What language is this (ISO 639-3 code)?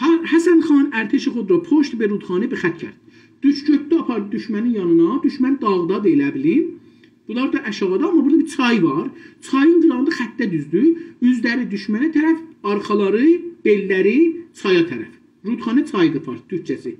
azb